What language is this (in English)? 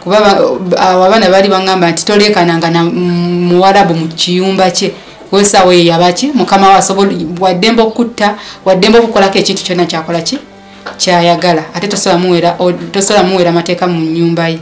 Ganda